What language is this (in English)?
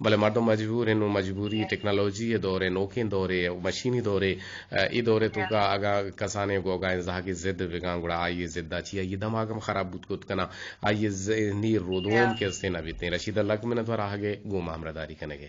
Eastern Balochi